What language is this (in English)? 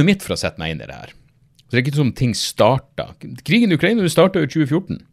Norwegian